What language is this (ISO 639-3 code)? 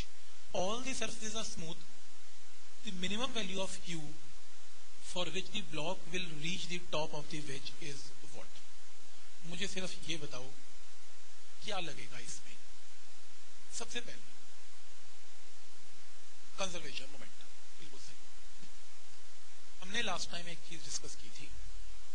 hin